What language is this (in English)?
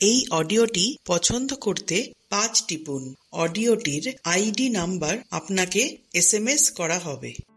Bangla